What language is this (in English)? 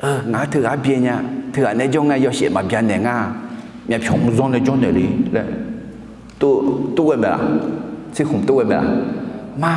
Akha